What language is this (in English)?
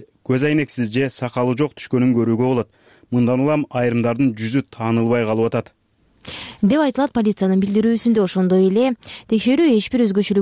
Kyrgyz